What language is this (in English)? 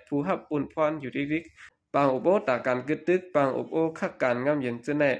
Shan